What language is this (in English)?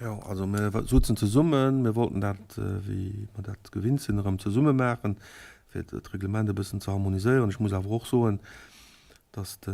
Luxembourgish